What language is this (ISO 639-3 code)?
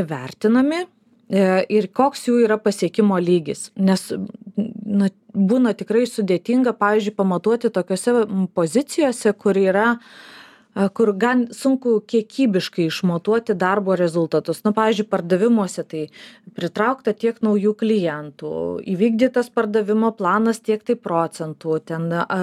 lit